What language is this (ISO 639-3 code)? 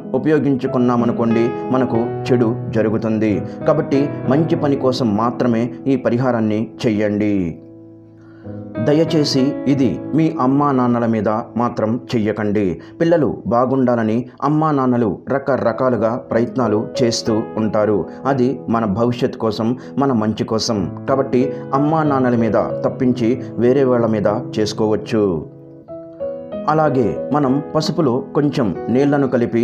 tel